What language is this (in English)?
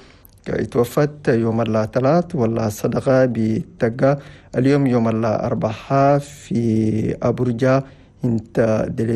Chadian Arabic